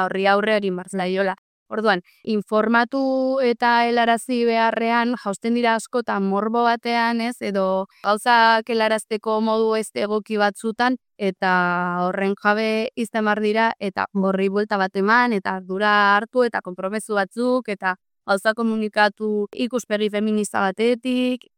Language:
Basque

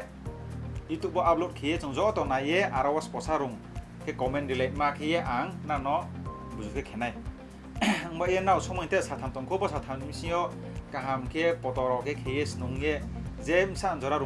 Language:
Riang (India)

